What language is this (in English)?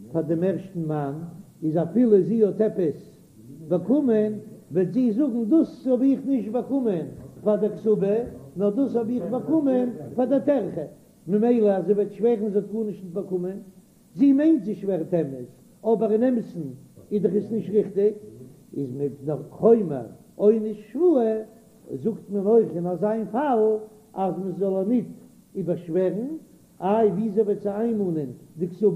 Yiddish